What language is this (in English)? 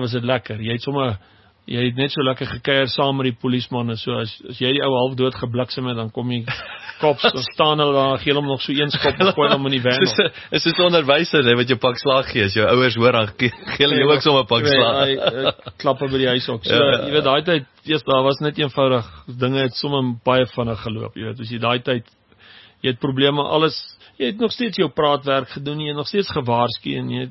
Afrikaans